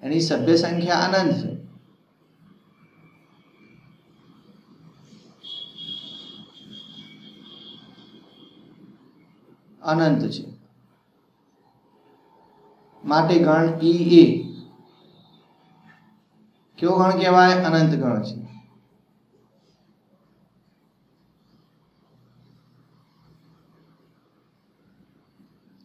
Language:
Gujarati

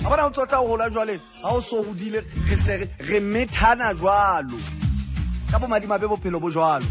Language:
Southern Sotho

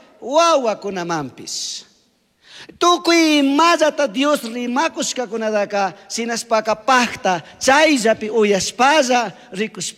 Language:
Chimborazo Highland Quichua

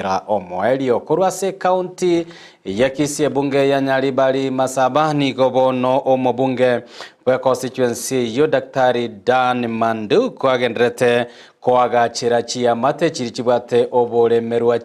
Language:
Gusii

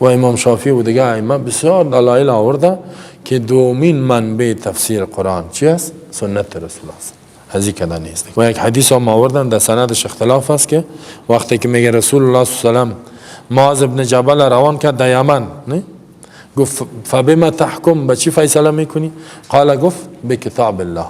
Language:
Persian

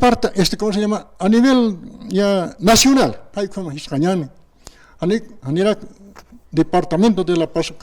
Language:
Aymara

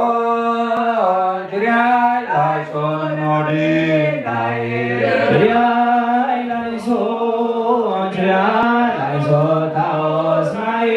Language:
Tigrinya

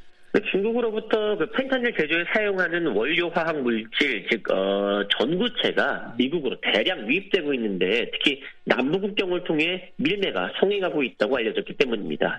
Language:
Korean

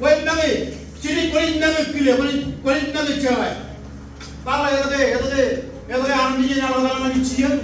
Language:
Marshallese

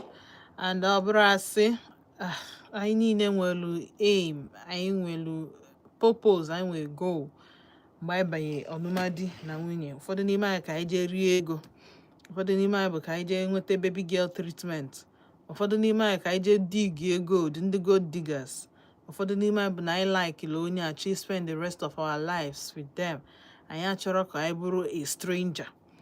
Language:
Igbo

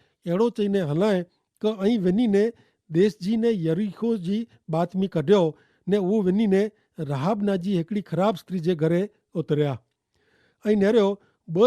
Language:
Kachhi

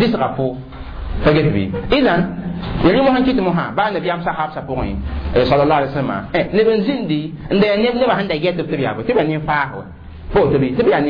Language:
Mossi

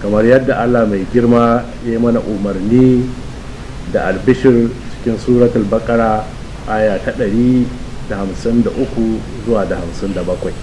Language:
Hausa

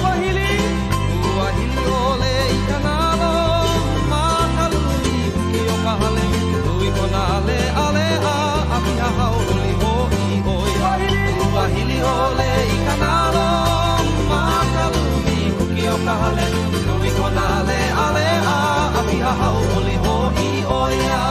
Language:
Hawaiian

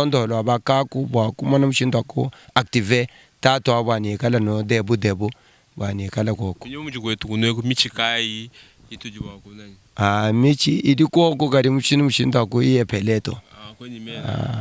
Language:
Luba-Lulua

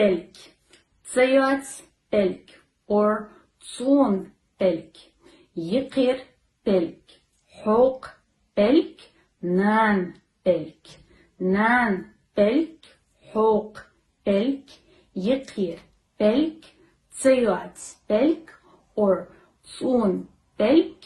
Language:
Ingush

